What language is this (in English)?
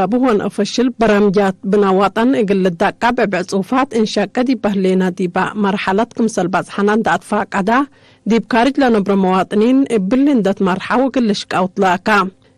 Tigre